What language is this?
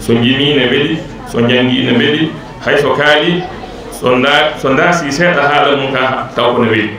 Fula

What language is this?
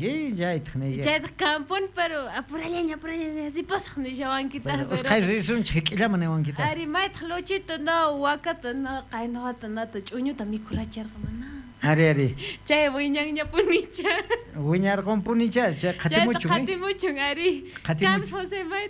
South Bolivian Quechua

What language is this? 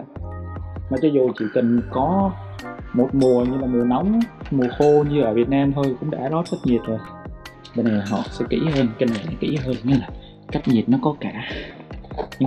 Vietnamese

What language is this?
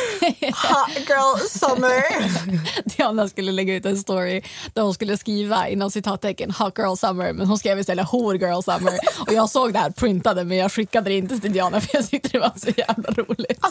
Swedish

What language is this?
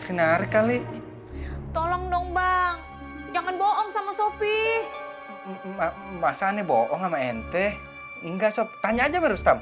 Betawi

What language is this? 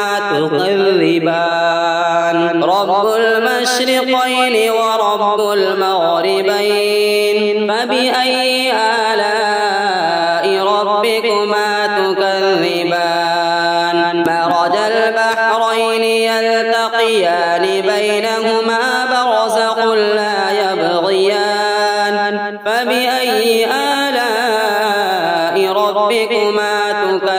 Arabic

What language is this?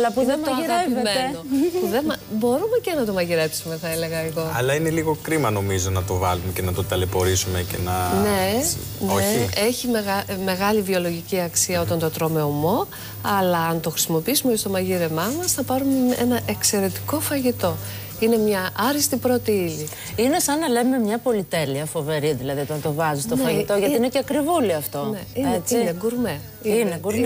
Greek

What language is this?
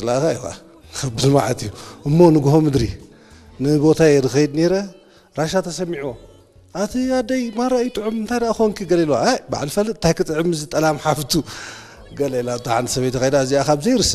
Tigrinya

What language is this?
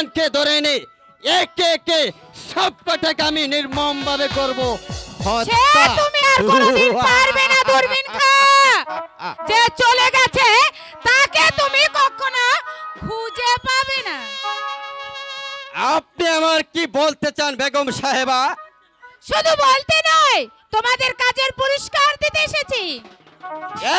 Bangla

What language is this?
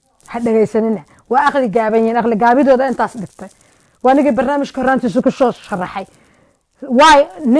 Somali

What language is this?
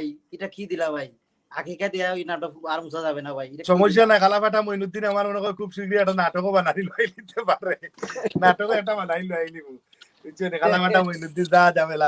Sylheti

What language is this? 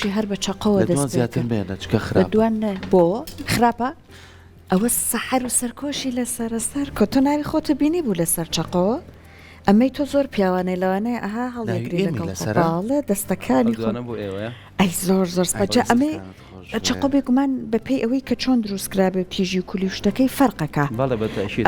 Central Kurdish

